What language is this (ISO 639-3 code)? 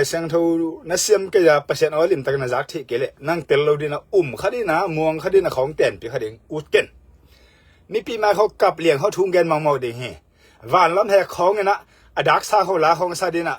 ctd